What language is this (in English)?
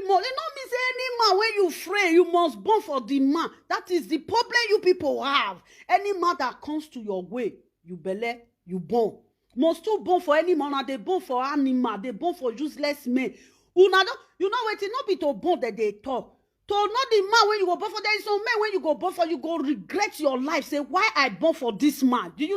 Nigerian Pidgin